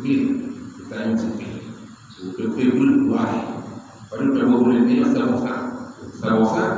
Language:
Achinese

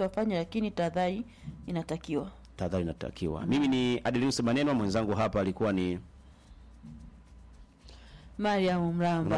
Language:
Swahili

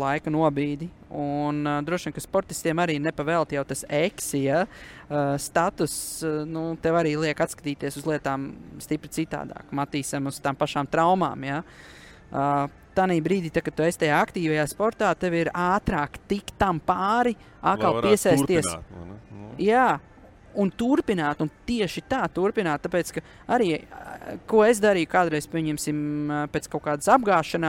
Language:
Latvian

